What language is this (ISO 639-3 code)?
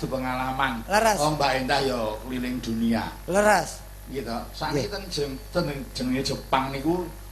jav